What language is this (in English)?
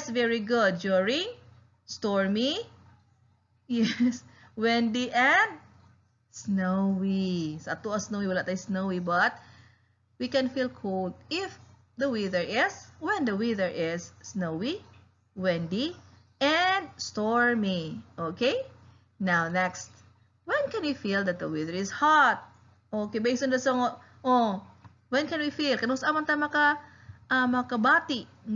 Cebuano